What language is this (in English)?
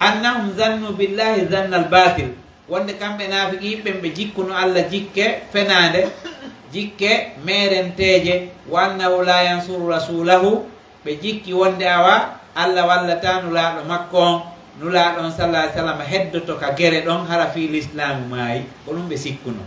Pular